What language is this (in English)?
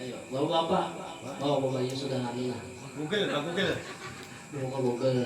Banjar